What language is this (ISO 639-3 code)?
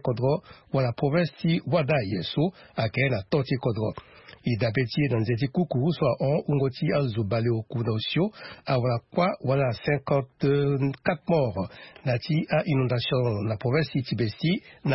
sag